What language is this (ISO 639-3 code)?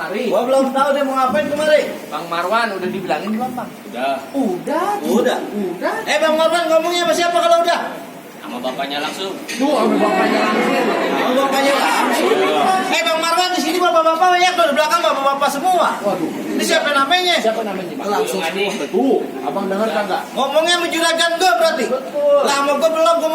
bew